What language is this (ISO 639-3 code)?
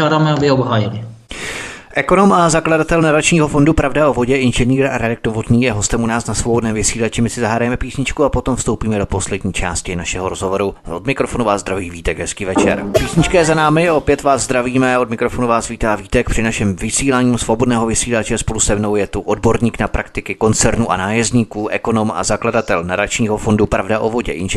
ces